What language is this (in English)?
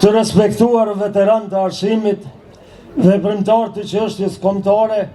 Albanian